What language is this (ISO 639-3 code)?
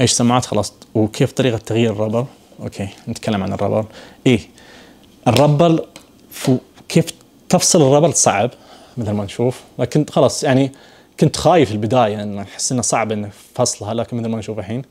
ars